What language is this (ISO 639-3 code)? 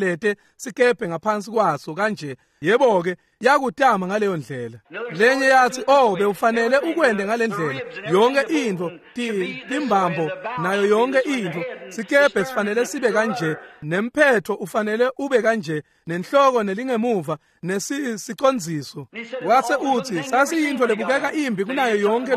ssw